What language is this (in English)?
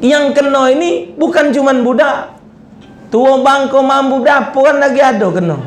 Musi